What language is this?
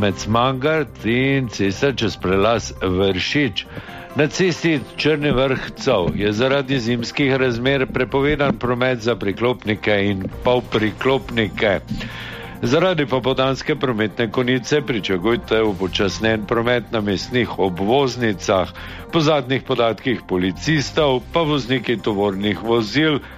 Slovenian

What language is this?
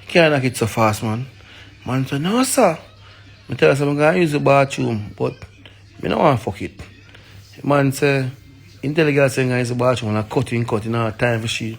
Jamaican Creole English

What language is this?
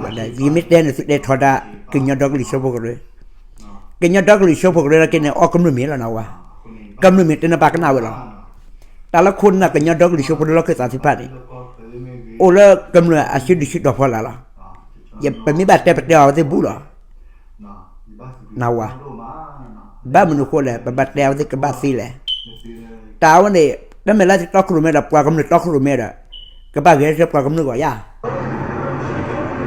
S'gaw Karen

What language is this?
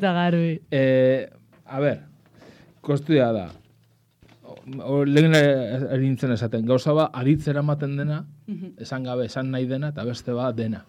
Basque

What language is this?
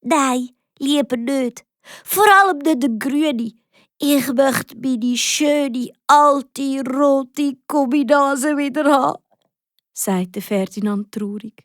Swiss German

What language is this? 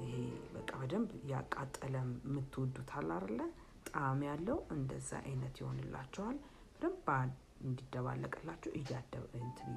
Amharic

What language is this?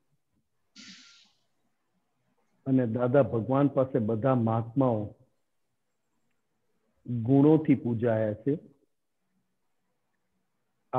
Gujarati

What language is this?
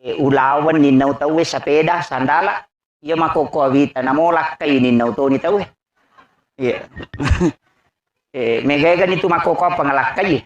Buginese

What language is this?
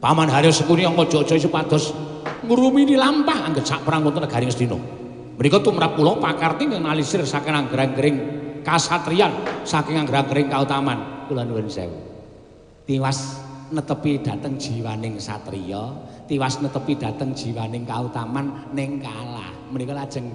Javanese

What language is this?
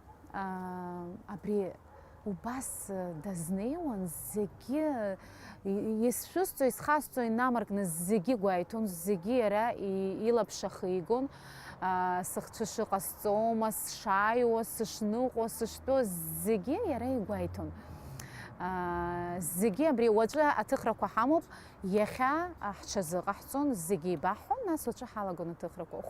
Abkhazian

